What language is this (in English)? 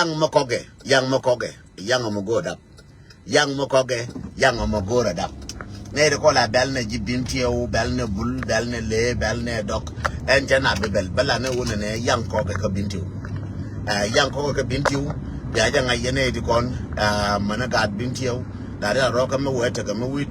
Nuer